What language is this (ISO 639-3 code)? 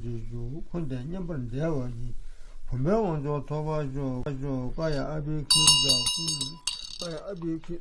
bod